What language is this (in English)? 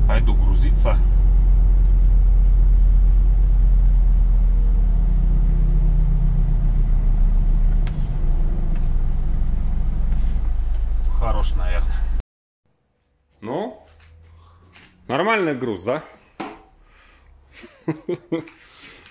Russian